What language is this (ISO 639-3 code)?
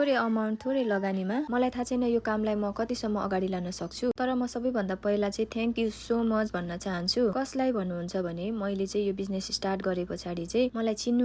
nep